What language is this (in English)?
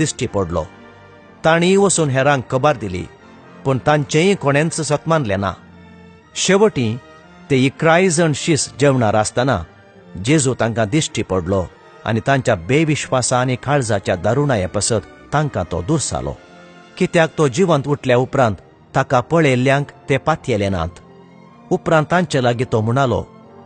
Konkani